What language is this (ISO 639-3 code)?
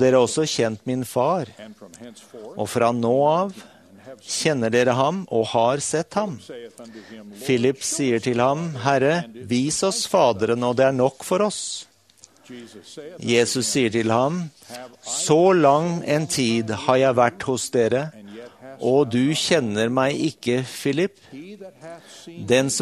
nor